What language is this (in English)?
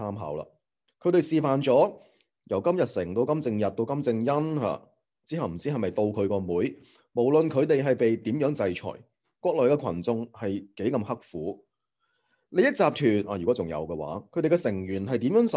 Cantonese